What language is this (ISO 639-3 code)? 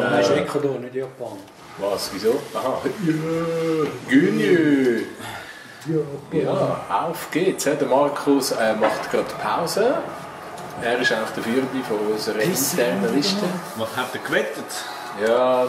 gsw